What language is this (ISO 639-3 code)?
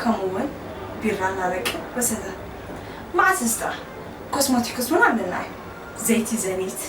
tir